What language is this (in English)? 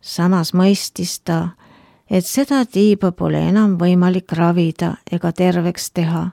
Estonian